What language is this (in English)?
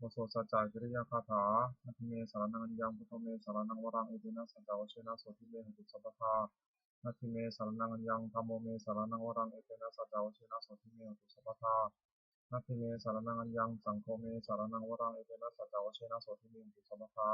Pali